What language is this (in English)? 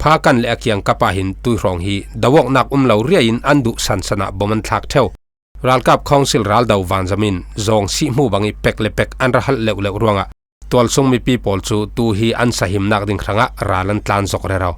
Falam Chin